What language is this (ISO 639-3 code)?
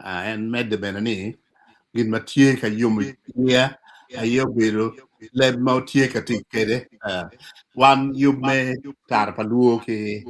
ach